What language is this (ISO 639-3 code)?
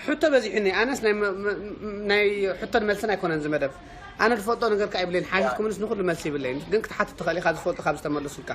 tir